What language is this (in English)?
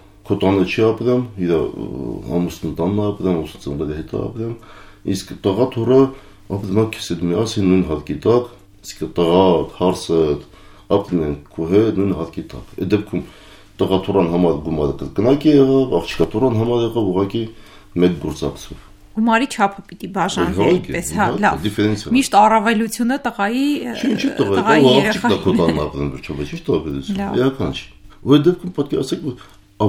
Armenian